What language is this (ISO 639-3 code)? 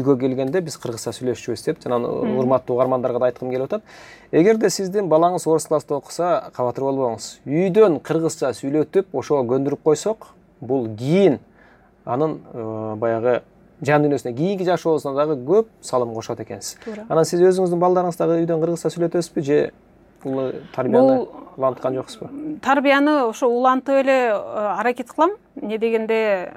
kir